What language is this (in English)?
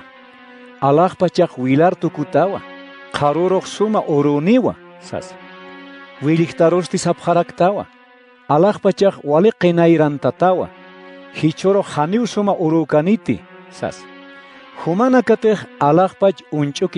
Aymara